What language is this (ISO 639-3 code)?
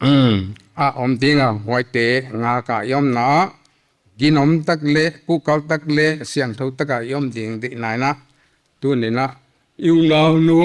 pck